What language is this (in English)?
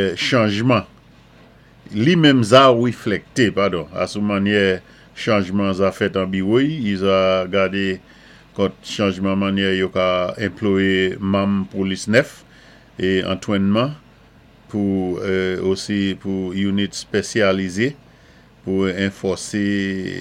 Saint Lucian Creole French